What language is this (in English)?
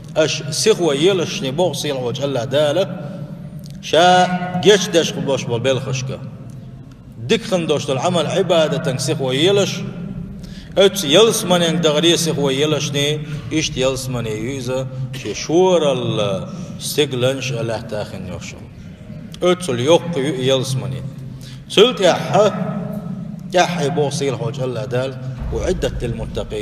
Chechen